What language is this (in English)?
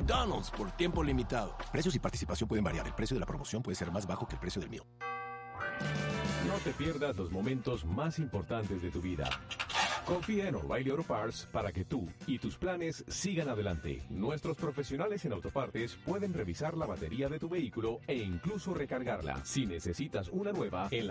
Spanish